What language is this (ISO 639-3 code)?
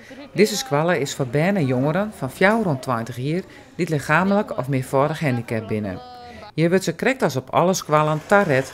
fry